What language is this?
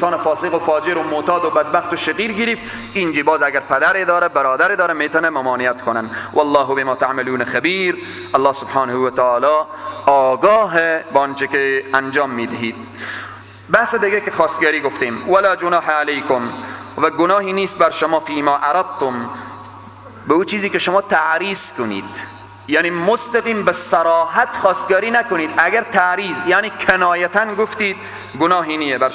Persian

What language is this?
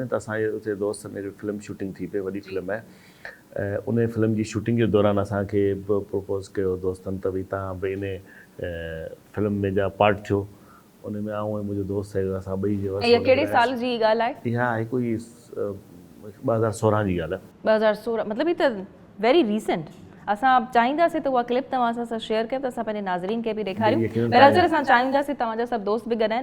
Sindhi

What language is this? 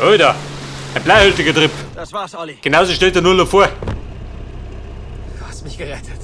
Bavarian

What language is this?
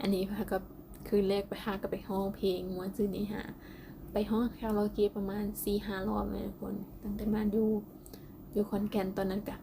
Lao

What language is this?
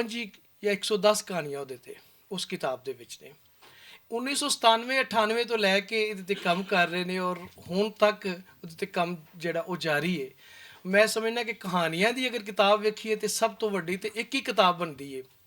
Western Panjabi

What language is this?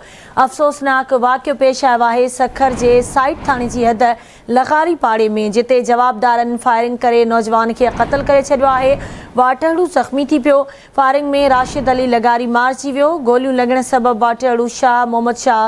Sindhi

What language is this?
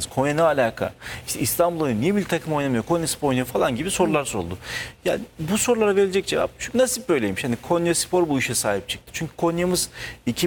Turkish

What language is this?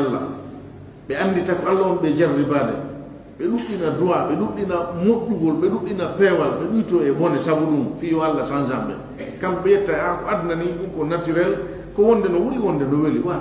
Fula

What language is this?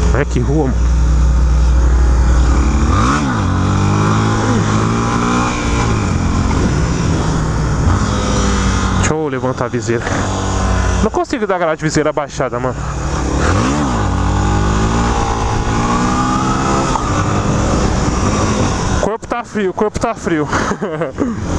Portuguese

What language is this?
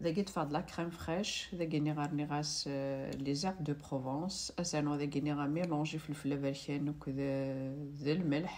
Kabyle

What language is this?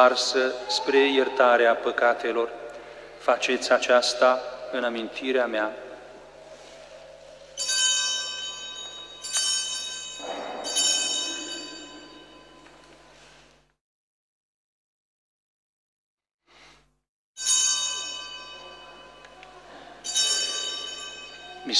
Romanian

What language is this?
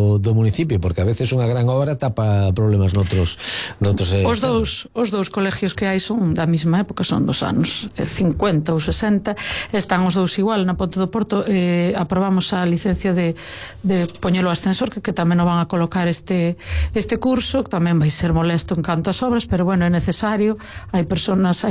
Galician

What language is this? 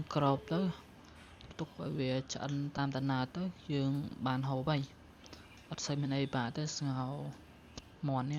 Khmer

